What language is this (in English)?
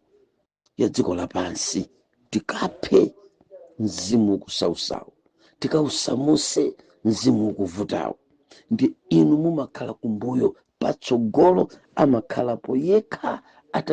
Nyanja